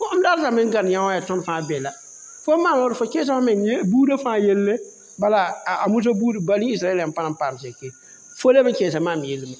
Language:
Mossi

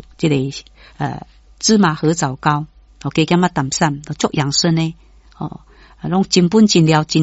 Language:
Min Nan Chinese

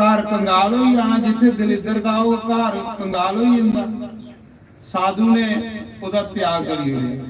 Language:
Dogri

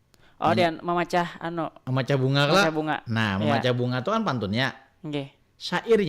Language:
Banjar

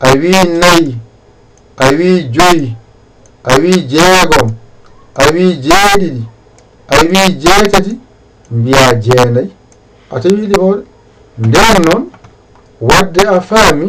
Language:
Fula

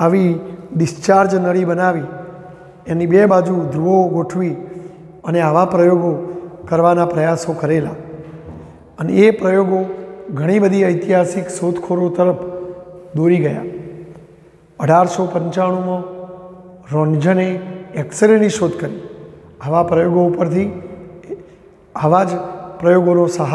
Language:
Gujarati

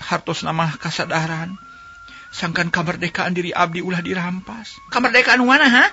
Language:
Sundanese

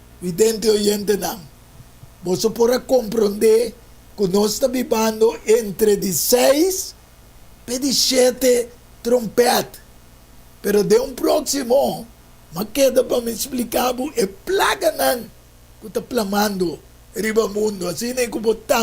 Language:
Papiamento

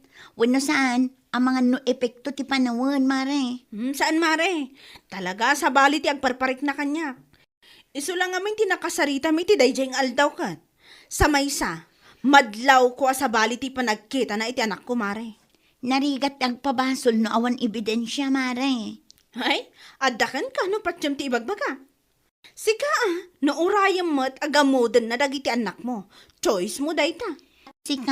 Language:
Iloko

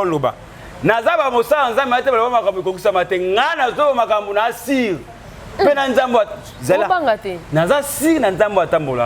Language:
Lingala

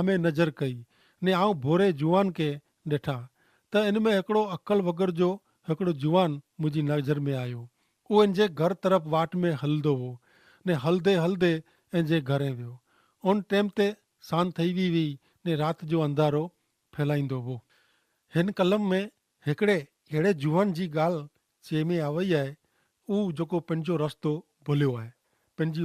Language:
Kachhi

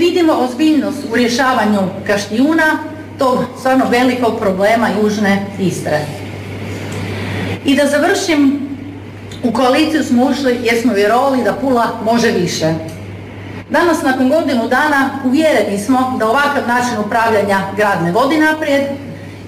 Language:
Croatian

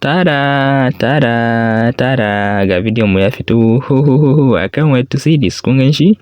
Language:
Hausa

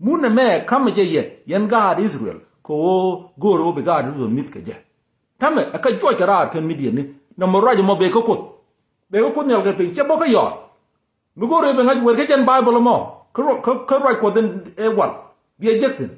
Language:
Nuer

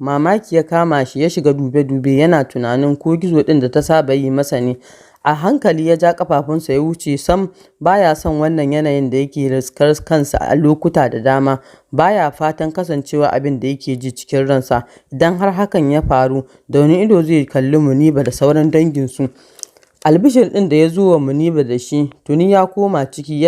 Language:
Hausa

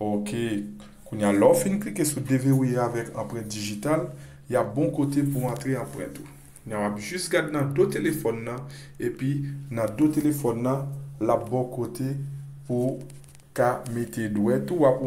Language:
Haitian Creole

